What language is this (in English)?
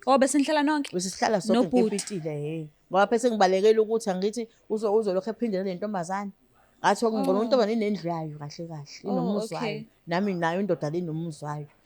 Zulu